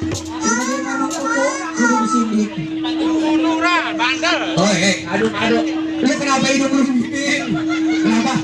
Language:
Betawi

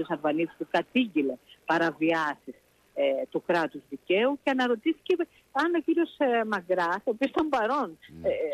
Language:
Greek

